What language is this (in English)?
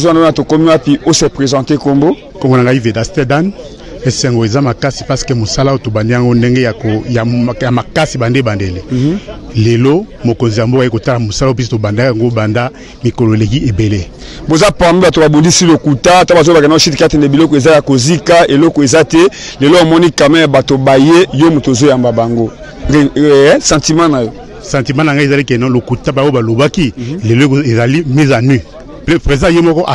Lingala